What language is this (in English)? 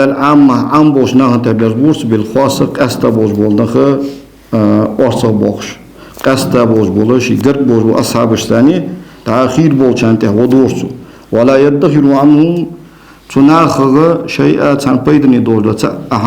Ingush